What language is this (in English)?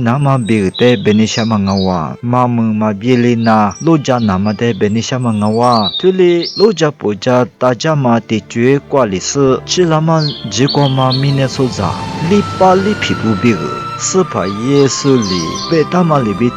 Lisu